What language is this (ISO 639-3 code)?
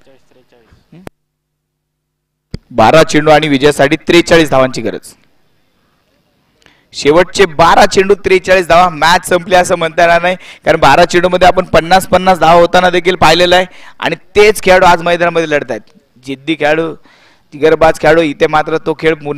mar